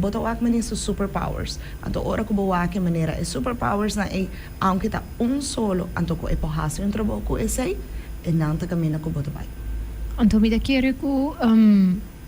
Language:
Papiamento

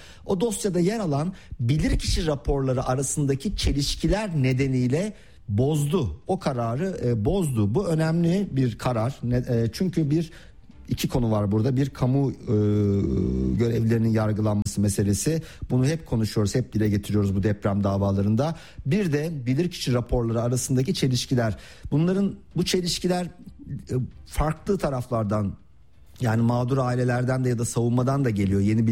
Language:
Turkish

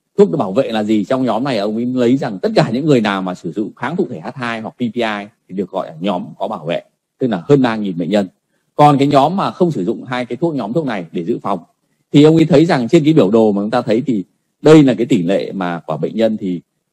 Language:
Vietnamese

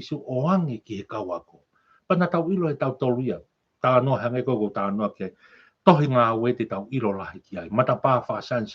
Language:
Tongan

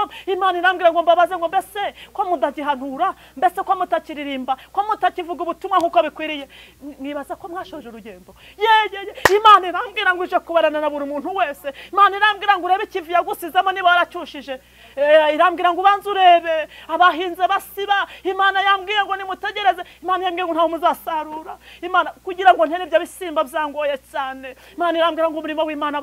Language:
Kinyarwanda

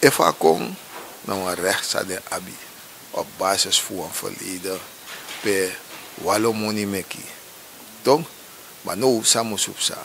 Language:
Sranan Tongo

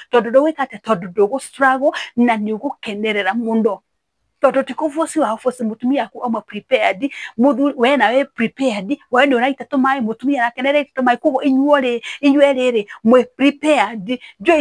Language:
Kikuyu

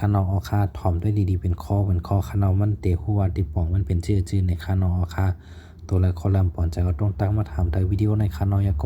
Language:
Shan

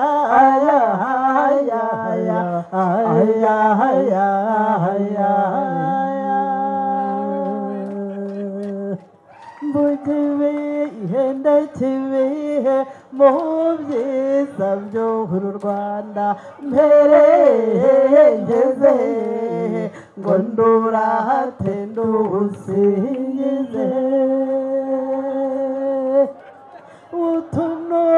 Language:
Kinyarwanda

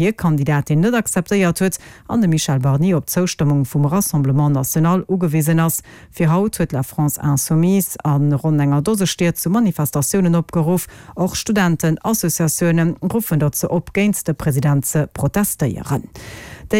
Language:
Luxembourgish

